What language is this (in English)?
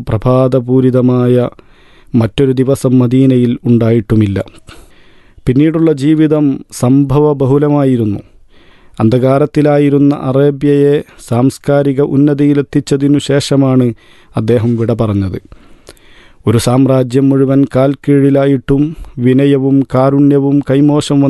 Malayalam